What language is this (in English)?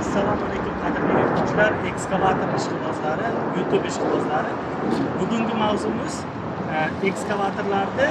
Uzbek